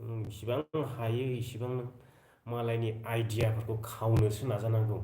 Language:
Bodo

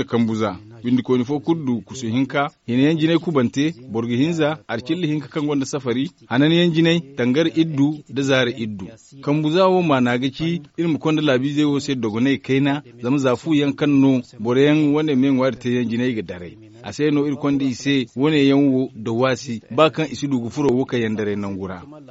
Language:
Zarma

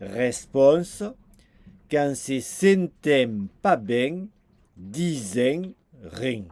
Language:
Occitan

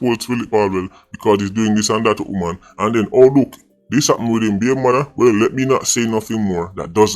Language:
Jamaican Creole English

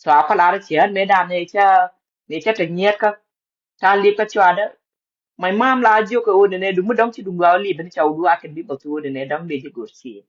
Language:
Nuer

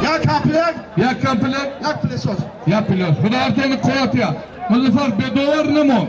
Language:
Tajik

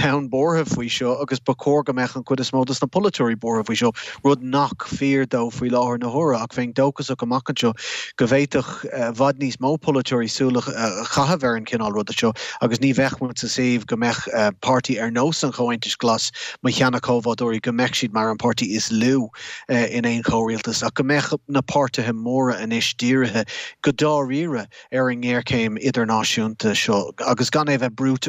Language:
Irish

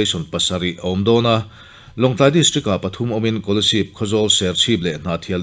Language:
Mizo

